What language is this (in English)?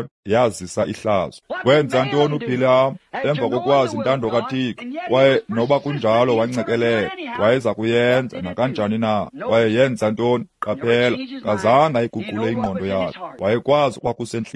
Xhosa